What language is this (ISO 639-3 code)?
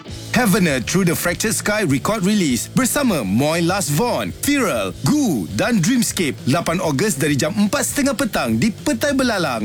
msa